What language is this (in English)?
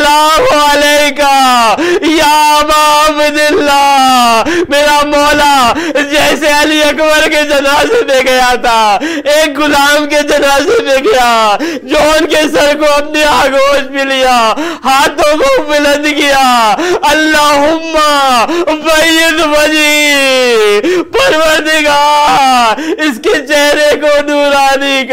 Urdu